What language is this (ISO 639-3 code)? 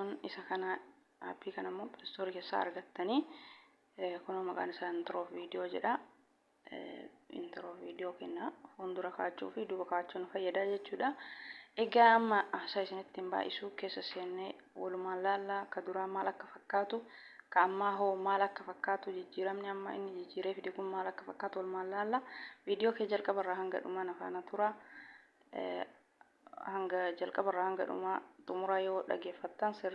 orm